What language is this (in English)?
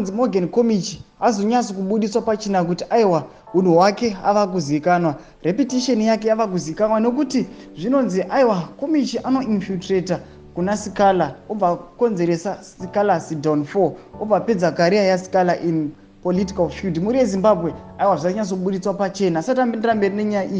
Shona